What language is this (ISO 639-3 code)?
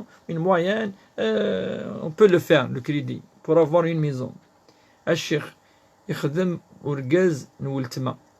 kab